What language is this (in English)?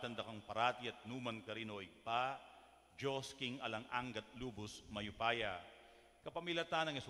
Pampanga